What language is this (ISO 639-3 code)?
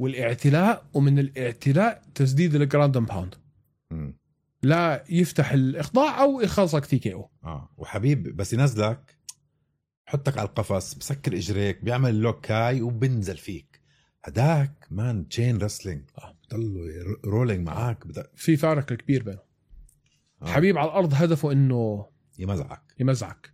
apc